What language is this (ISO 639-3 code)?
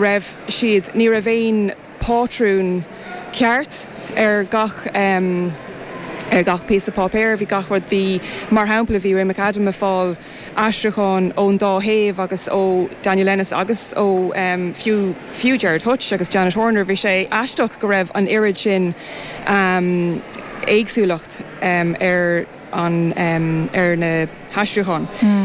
gle